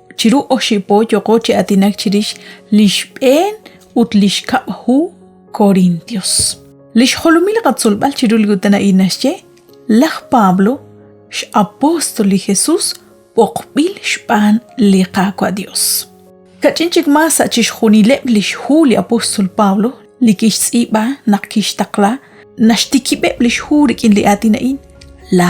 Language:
Kekchí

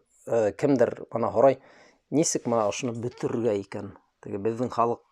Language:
Bashkir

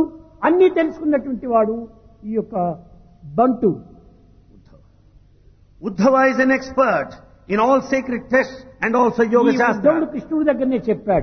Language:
Telugu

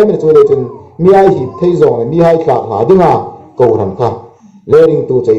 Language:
Hmar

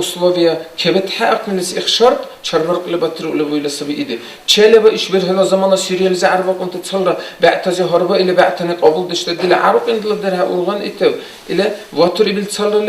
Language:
Dargwa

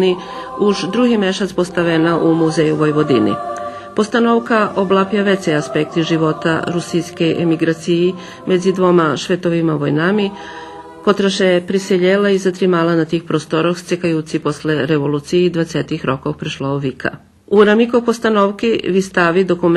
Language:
Rusyn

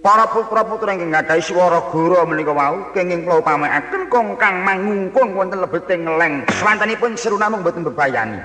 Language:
Javanese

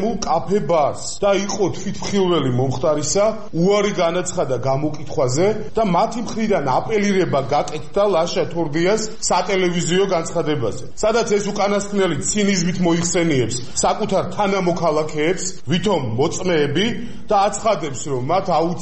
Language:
Georgian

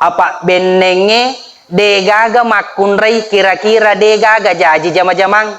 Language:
Buginese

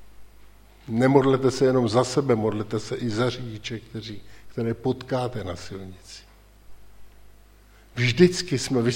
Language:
Czech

